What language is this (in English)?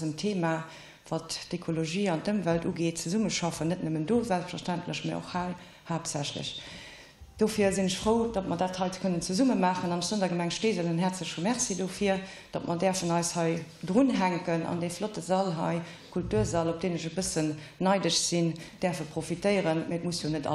Luxembourgish